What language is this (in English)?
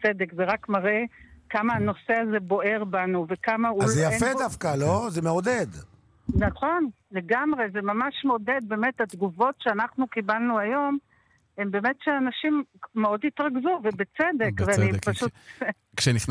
Hebrew